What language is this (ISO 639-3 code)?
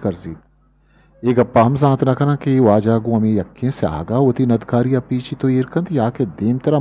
bgp